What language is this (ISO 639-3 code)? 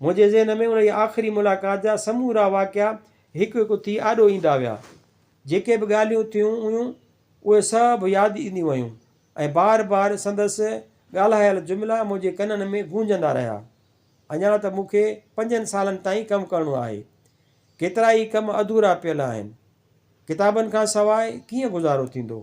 snd